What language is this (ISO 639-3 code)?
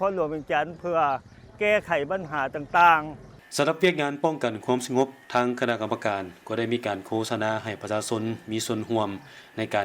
lao